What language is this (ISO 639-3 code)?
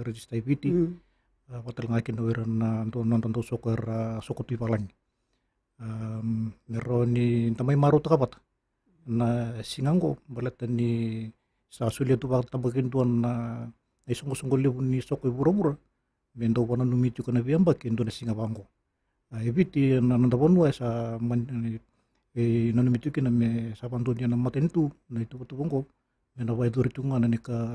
fij